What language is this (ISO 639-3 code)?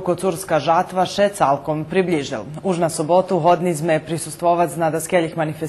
rue